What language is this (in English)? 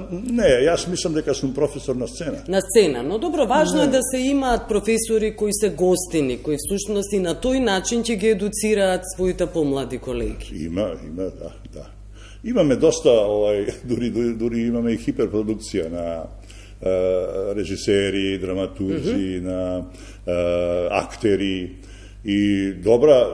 Macedonian